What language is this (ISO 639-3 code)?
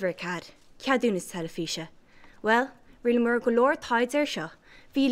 gle